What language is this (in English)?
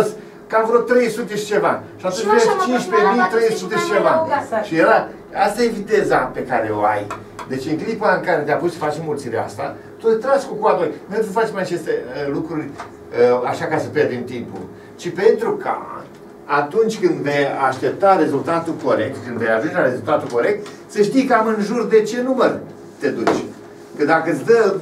Romanian